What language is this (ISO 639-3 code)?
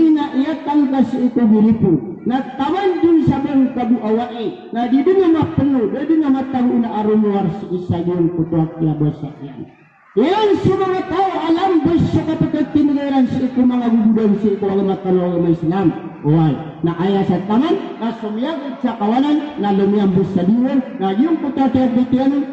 mrw